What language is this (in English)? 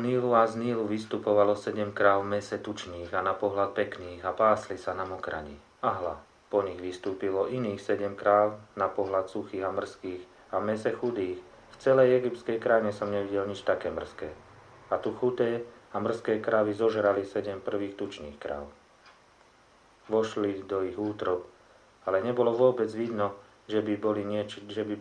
Slovak